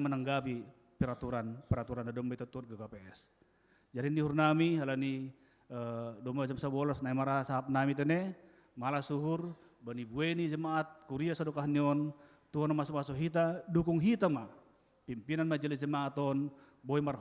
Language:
Batak Simalungun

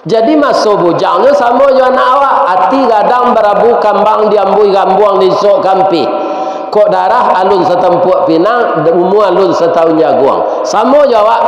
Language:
Minangkabau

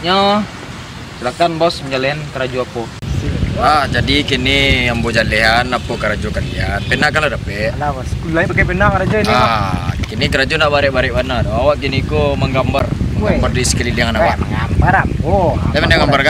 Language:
Minangkabau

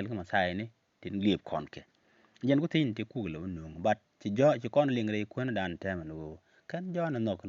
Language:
Nuer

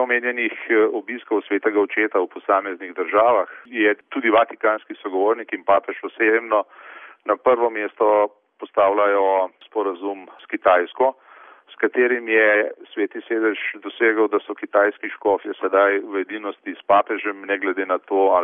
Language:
Slovenian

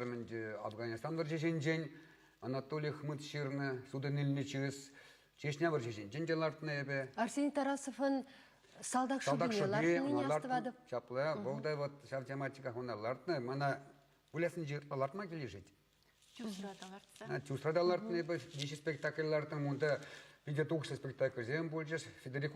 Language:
Chuvash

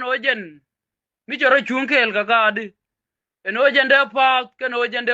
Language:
Nuer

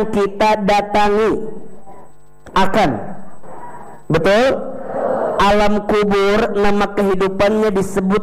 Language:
Indonesian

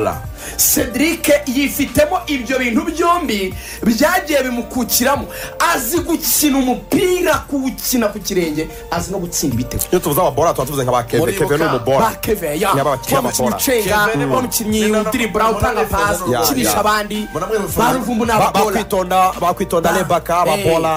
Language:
Kinyarwanda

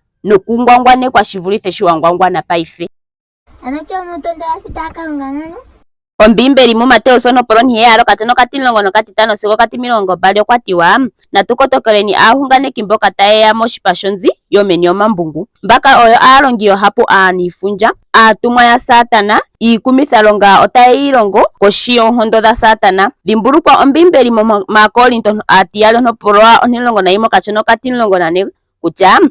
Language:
Ndonga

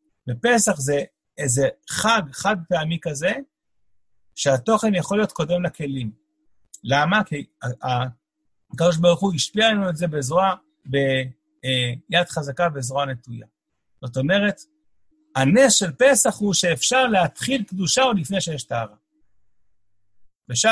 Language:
Hebrew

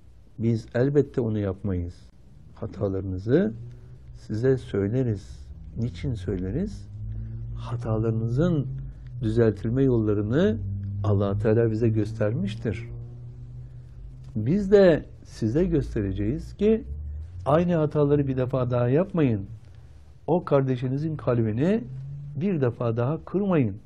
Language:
Turkish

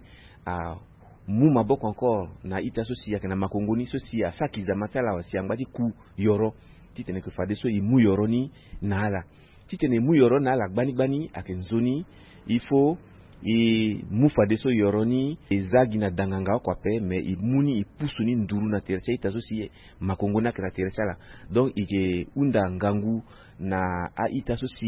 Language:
Sango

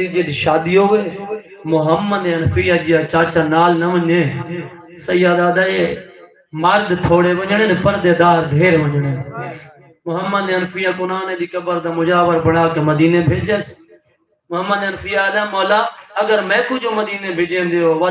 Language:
Saraiki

